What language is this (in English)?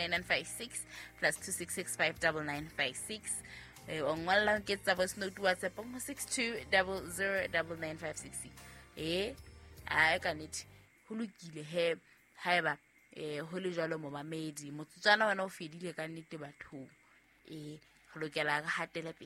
Southern Sotho